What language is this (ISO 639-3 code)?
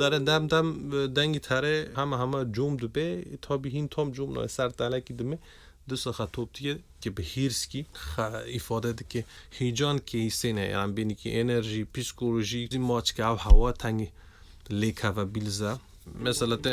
kur